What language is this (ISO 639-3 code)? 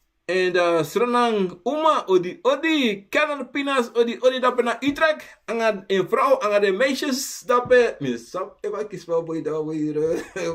srn